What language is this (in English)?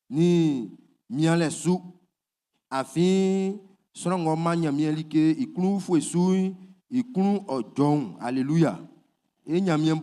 Baoulé